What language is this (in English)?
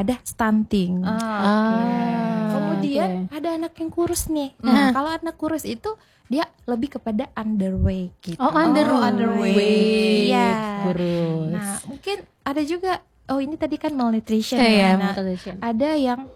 Indonesian